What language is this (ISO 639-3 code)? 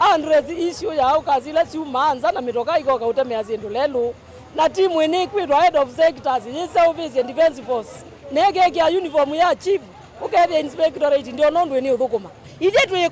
kam